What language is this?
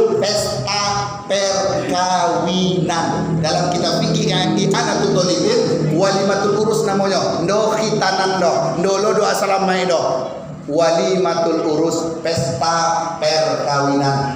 Minangkabau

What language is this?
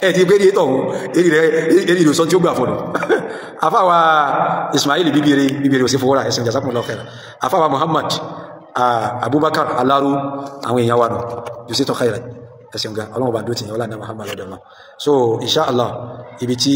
Yoruba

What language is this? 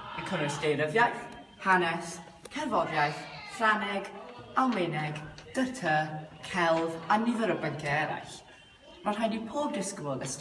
Welsh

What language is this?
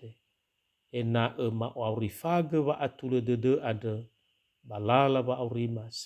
Nias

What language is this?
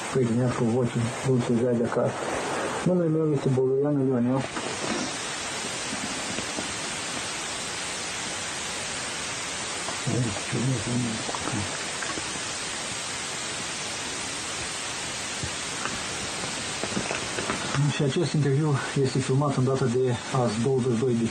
Romanian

